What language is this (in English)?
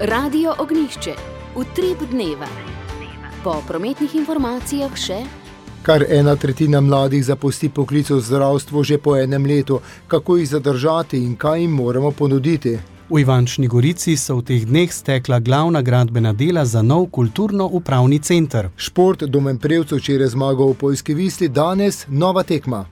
Slovenian